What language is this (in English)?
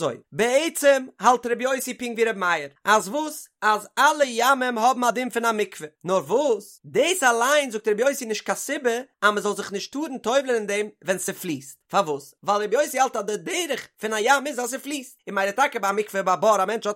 Yiddish